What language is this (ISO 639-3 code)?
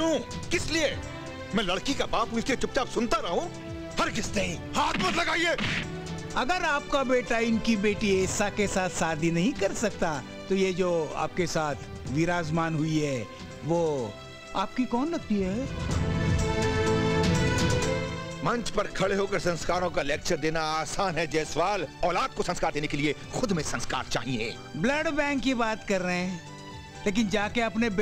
hin